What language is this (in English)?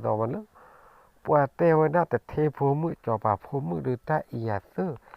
S'gaw Karen